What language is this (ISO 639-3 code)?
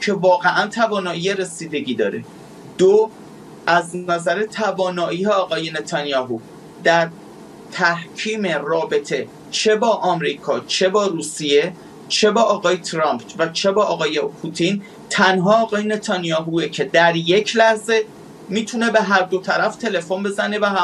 fas